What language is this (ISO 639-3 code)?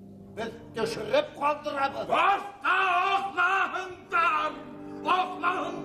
bak